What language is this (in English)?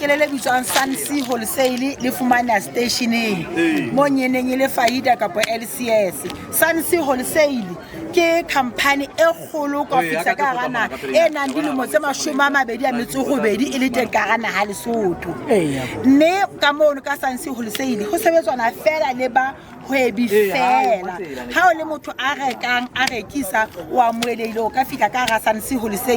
Southern Sotho